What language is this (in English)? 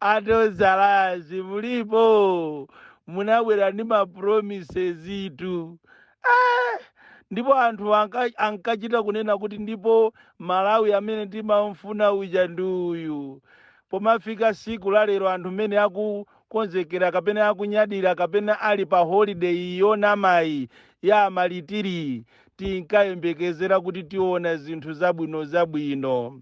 Nyanja